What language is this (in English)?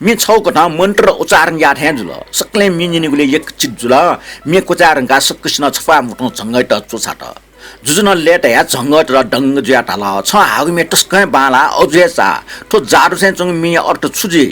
Newari